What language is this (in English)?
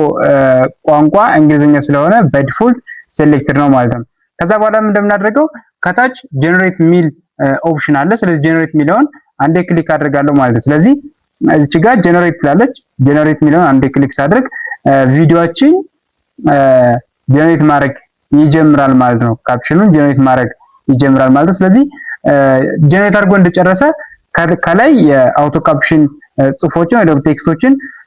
Amharic